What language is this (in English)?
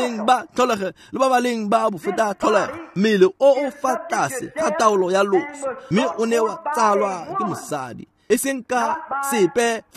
Tswana